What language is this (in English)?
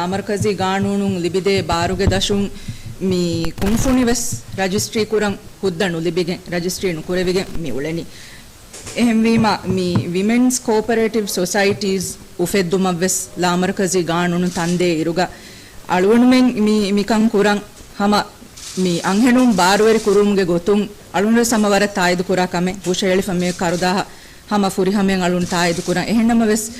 Divehi